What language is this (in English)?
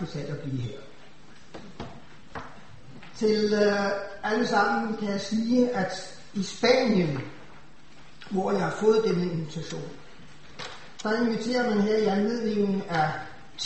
Danish